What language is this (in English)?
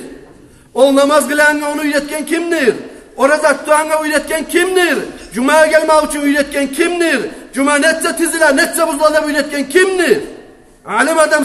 Kumyk